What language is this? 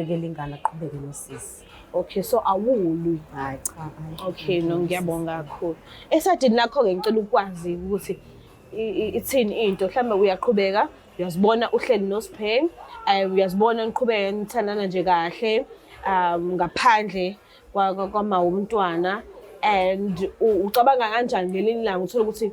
Zulu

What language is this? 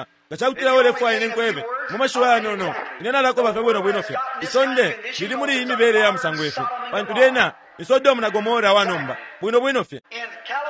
Bemba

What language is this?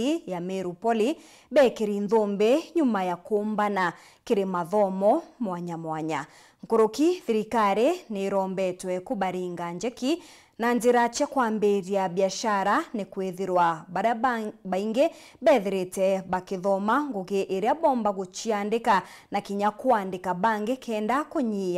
Meru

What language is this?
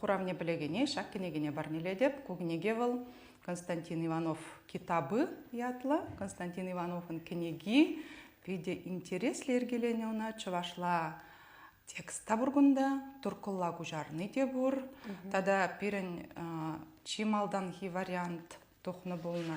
Chuvash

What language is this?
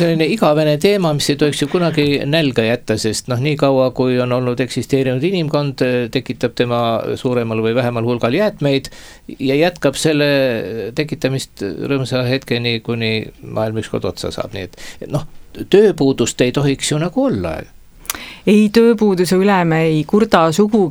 Estonian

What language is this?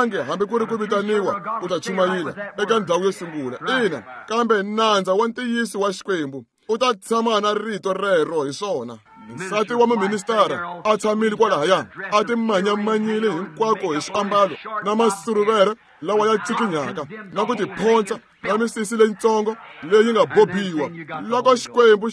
Tsonga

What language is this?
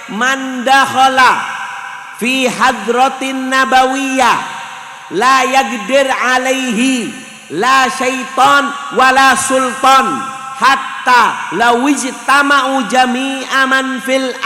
Madurese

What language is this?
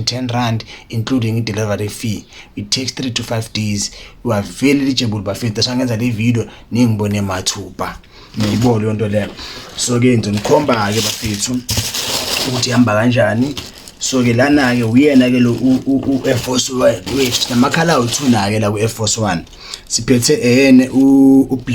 Zulu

